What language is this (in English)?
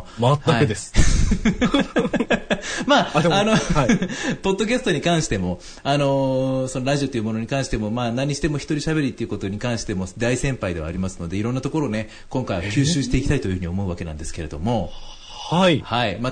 Japanese